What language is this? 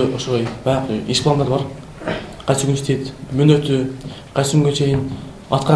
Kyrgyz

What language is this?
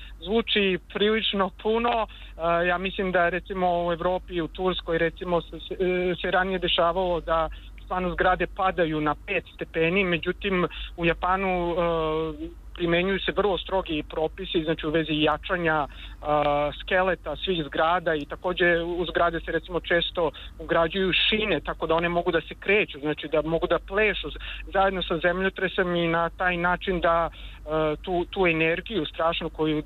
Serbian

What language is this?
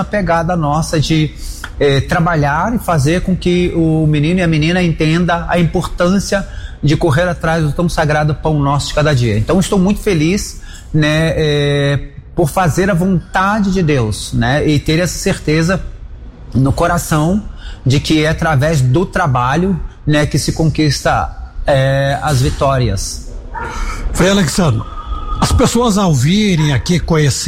Portuguese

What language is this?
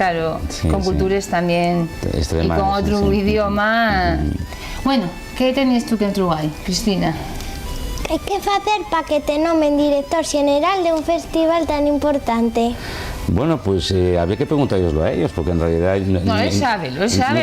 Asturian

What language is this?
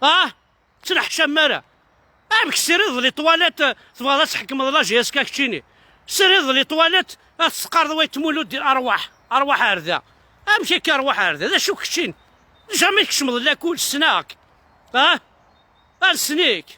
Kabyle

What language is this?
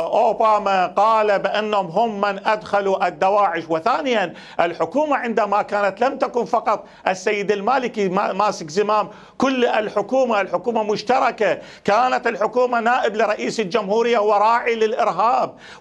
Mesopotamian Arabic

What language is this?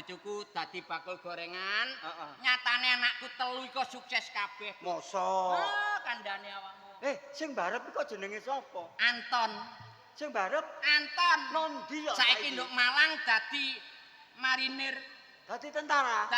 Javanese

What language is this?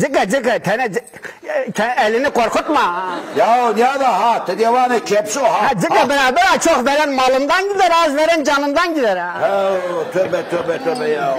Zaza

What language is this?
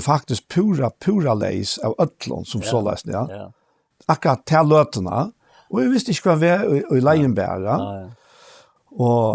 Faroese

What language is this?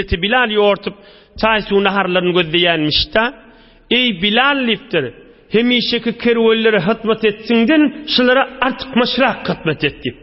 Turkmen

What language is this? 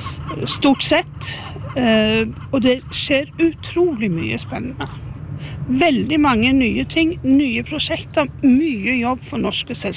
Norwegian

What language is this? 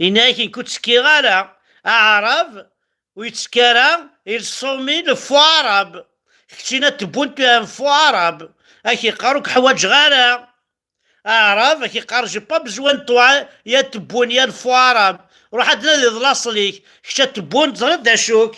Kabyle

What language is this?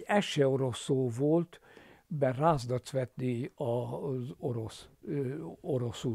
Hungarian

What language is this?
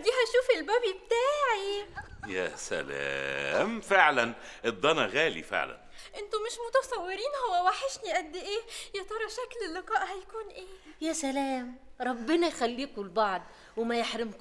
Egyptian Arabic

